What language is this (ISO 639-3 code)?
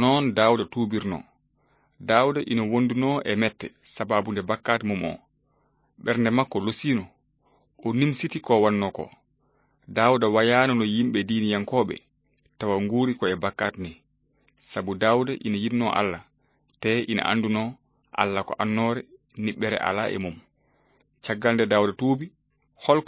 ful